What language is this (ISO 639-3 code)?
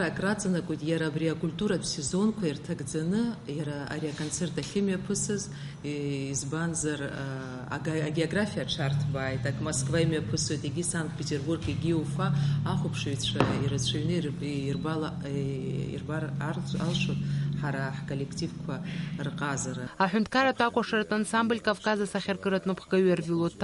abk